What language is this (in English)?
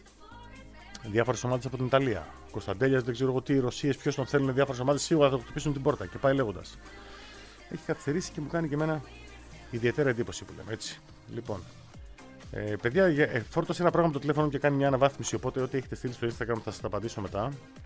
Greek